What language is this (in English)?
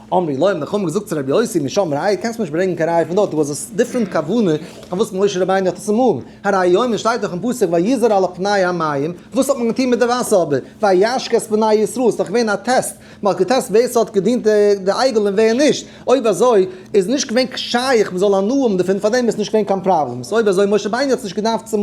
Yiddish